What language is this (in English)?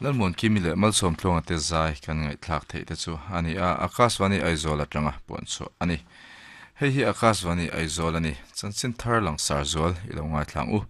Mizo